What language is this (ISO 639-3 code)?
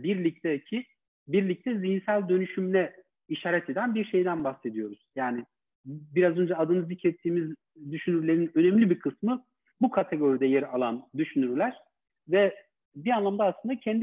tur